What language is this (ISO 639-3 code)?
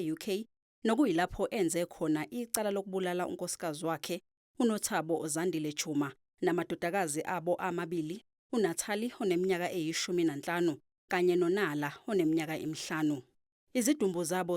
zul